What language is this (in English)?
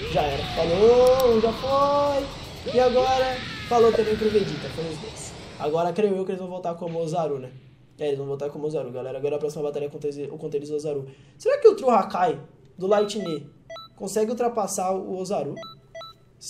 Portuguese